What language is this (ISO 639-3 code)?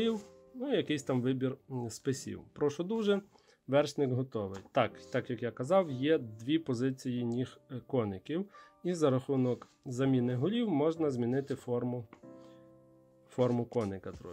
ukr